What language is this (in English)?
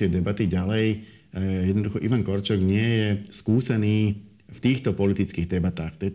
Slovak